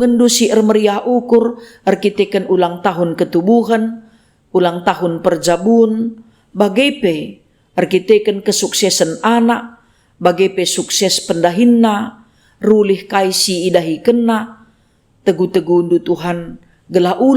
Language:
Batak Karo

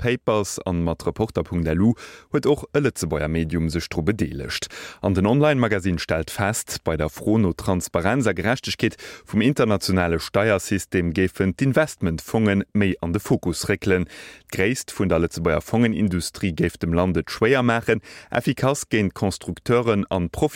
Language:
Luxembourgish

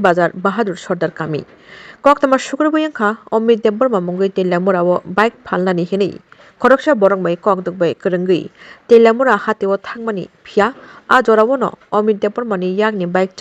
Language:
Kok Borok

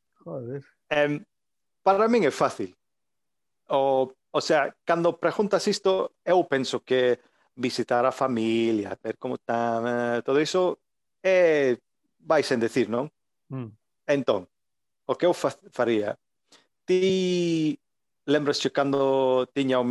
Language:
Galician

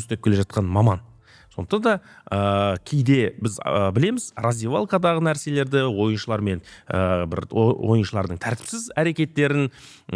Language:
Kazakh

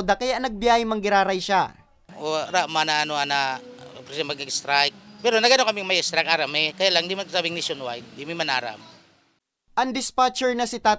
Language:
Bikol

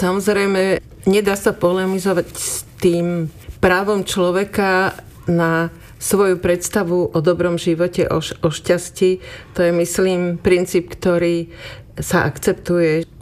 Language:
Slovak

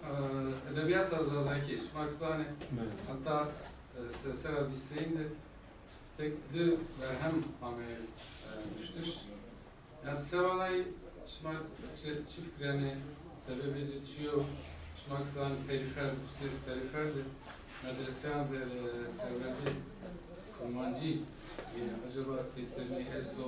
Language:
Kurdish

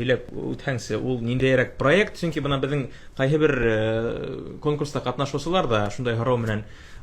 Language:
Bashkir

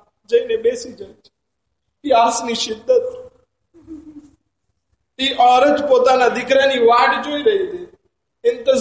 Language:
Gujarati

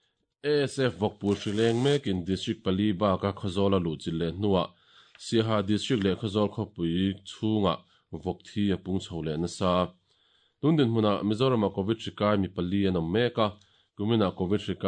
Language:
Mizo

